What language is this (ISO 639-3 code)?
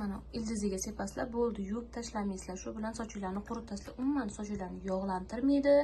uzb